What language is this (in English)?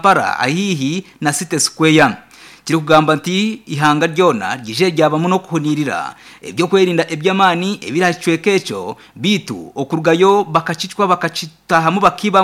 Nyankole